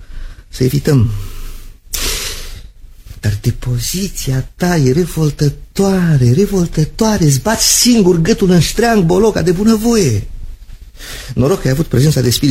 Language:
Romanian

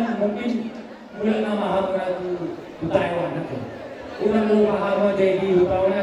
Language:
Batak Toba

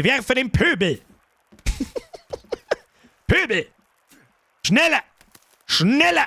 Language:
Bavarian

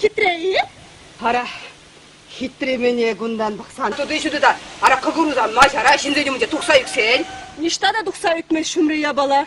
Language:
Chuvash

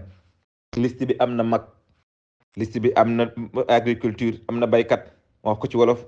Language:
Wolof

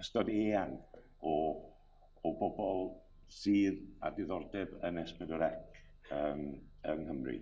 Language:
Welsh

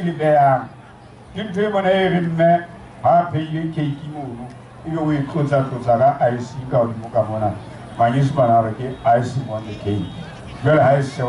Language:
Southern Sotho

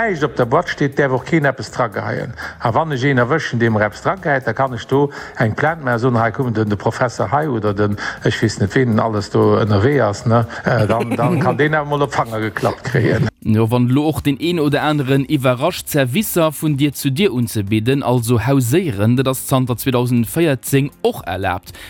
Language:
Luxembourgish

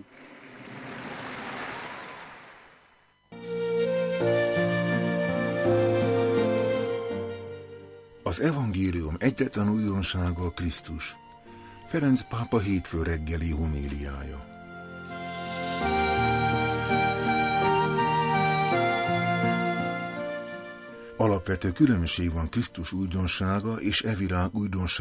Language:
Hungarian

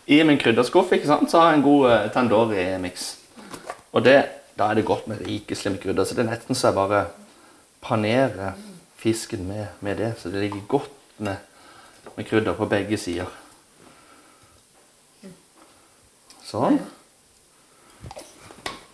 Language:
Norwegian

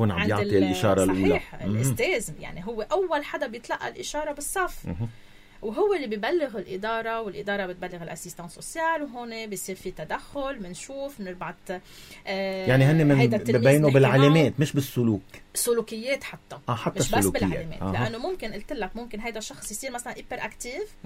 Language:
North Levantine Arabic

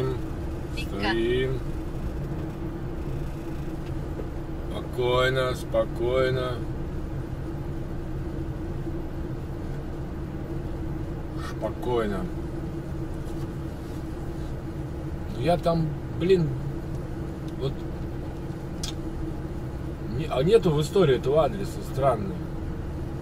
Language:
Russian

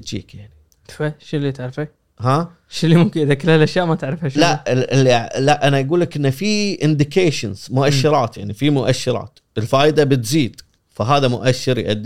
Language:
Gulf Arabic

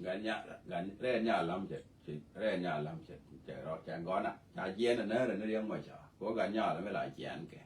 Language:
Nuer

